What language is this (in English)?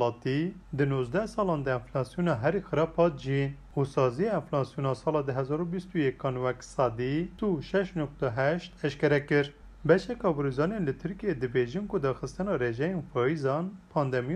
Kurdish